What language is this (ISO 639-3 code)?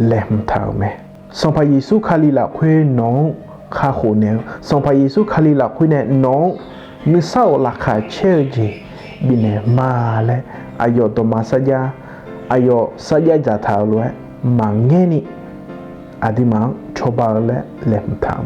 ahk